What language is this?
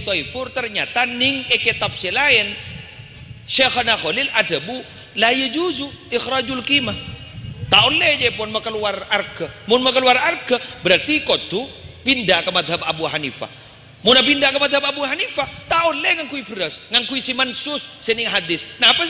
Madurese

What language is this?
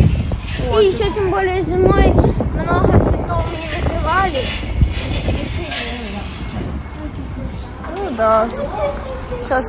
Russian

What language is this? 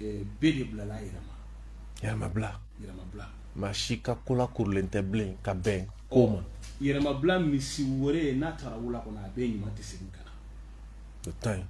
Bambara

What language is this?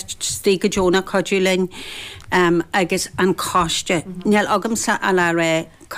Irish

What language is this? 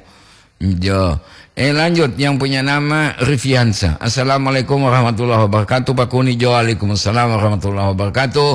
Gorontalo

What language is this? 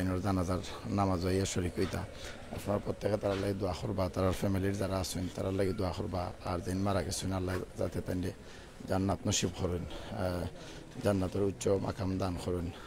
Sylheti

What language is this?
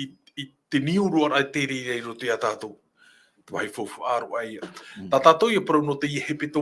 Tahitian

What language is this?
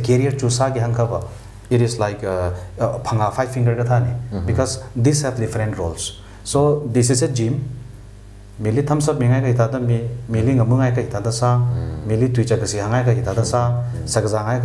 Tangkhul Naga (India)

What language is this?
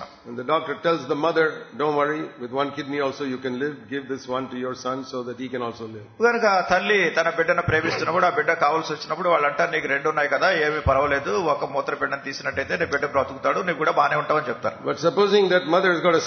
Telugu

